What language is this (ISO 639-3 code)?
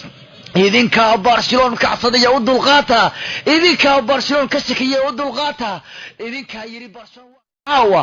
som